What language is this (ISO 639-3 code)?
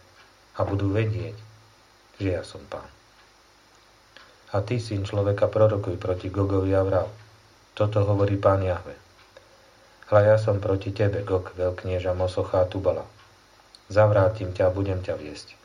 slk